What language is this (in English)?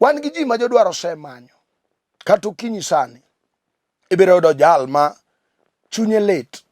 Luo (Kenya and Tanzania)